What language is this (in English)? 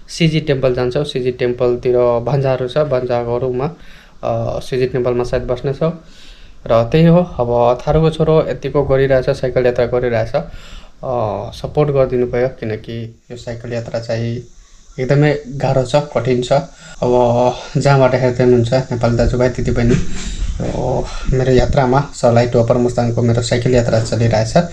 Nepali